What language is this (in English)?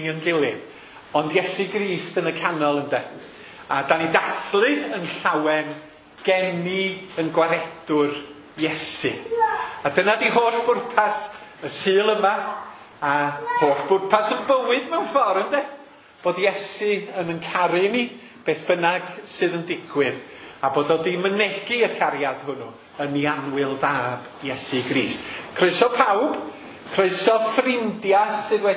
Welsh